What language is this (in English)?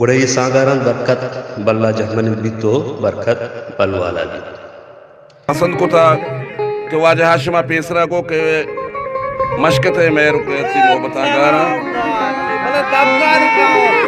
Baluchi